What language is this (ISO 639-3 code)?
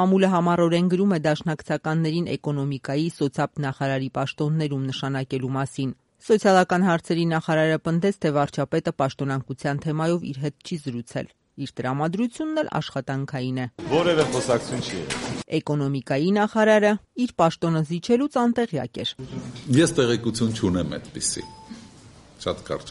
hye